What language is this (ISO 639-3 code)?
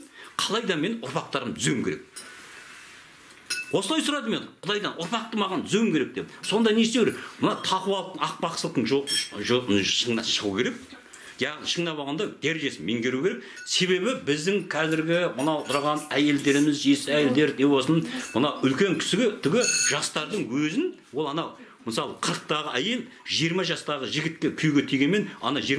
kaz